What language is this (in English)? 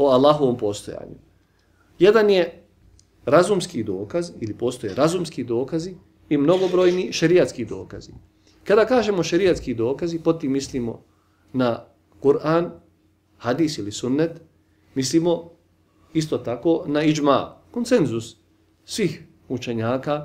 Bosnian